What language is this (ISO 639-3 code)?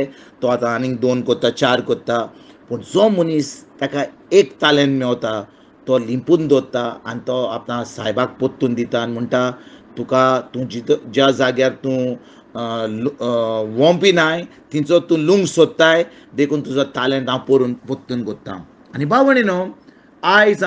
kok